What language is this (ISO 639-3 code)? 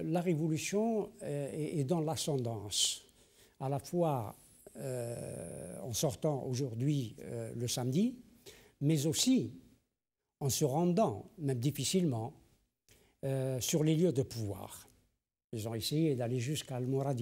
fra